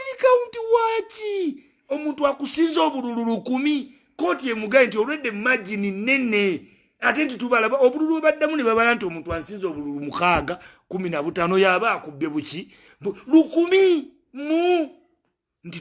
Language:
Ganda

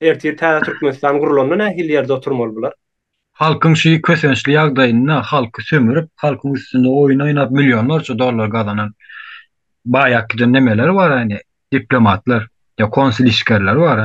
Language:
Turkmen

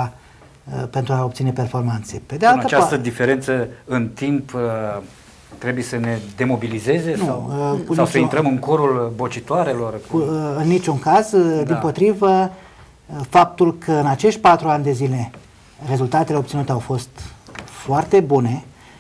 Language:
Romanian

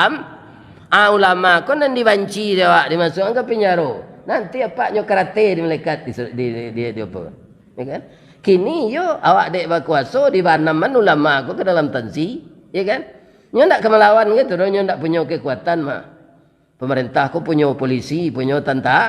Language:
Minangkabau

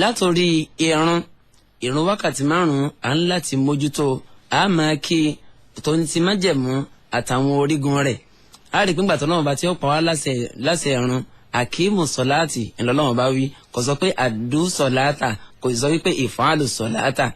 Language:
Yoruba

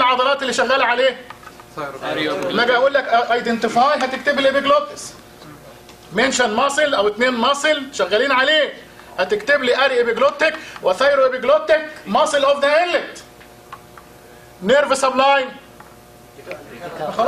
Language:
Egyptian Arabic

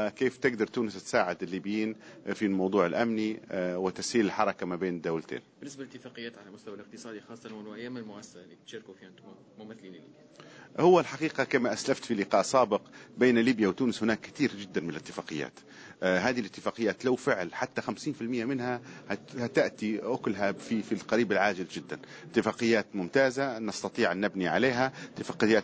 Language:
Tunisian Arabic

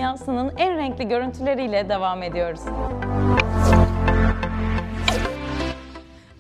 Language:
Turkish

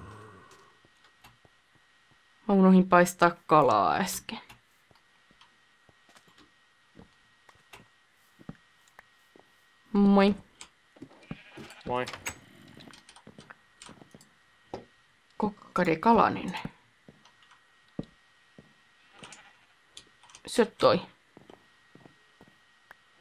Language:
Finnish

